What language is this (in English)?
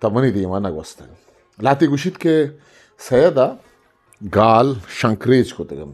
Eastern Balochi